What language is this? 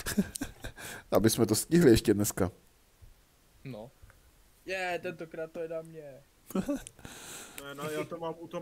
Czech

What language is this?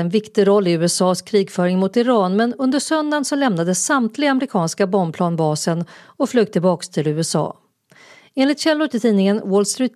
Swedish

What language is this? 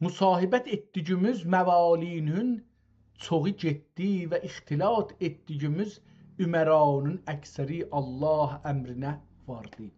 South Azerbaijani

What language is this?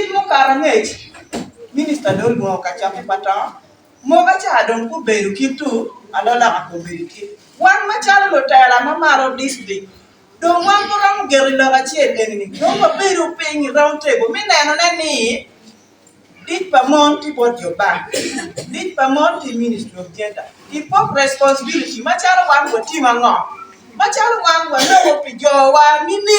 Acoli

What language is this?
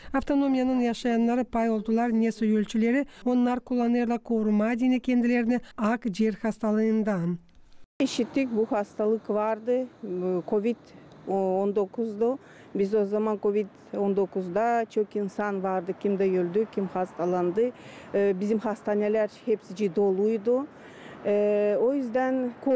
Gagauz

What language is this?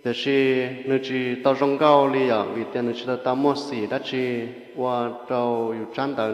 Hmong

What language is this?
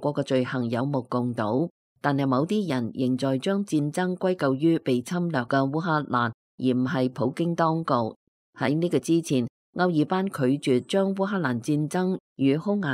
Cantonese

